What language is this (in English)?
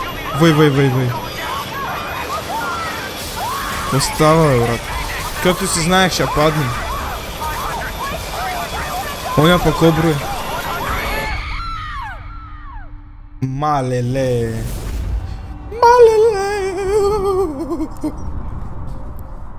Bulgarian